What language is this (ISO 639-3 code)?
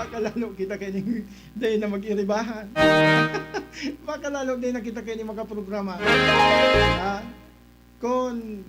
bik